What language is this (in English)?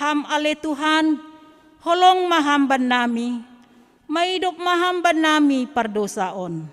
Batak Simalungun